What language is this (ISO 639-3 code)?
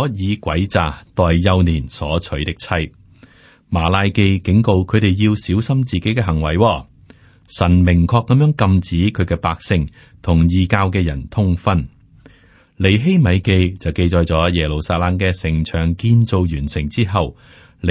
yue